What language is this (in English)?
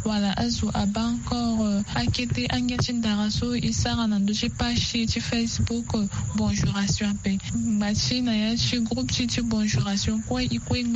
Sango